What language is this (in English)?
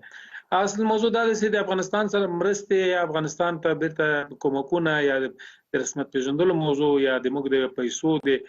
Pashto